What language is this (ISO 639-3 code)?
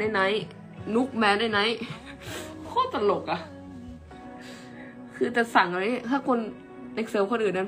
tha